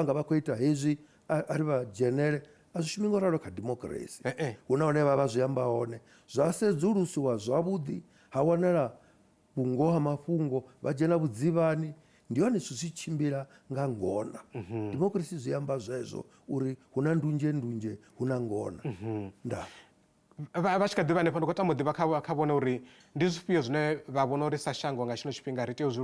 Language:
Venda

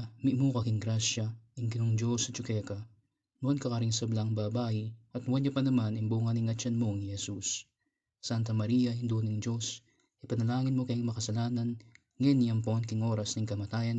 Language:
Pampanga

